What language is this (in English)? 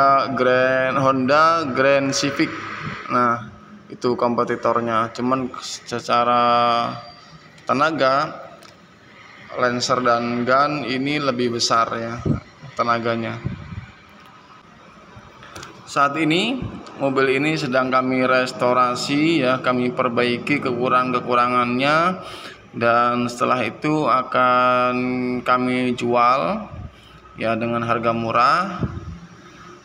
Indonesian